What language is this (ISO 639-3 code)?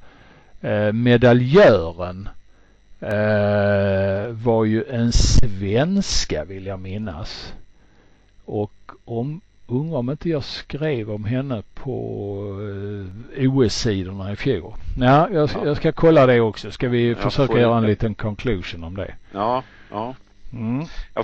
swe